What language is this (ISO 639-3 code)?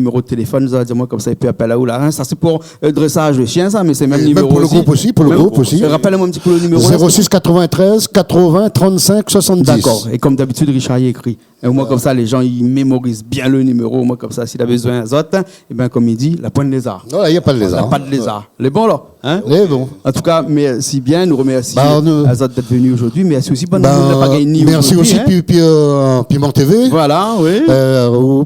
rcf